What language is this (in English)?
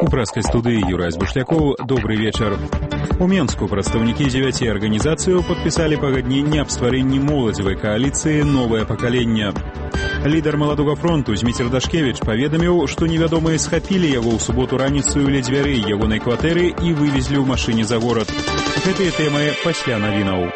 Belarusian